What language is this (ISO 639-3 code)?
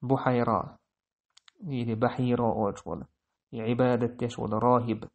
che